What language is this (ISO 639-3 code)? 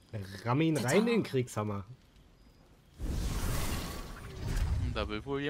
deu